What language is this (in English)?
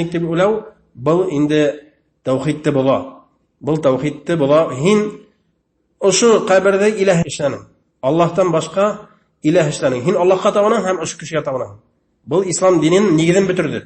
Bashkir